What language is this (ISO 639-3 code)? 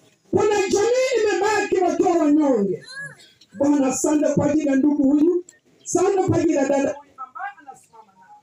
swa